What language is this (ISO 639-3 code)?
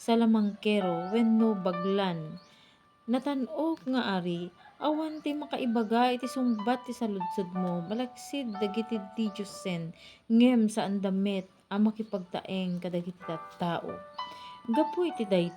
ilo